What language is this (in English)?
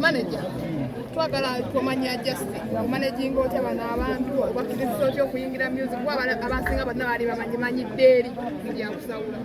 Ganda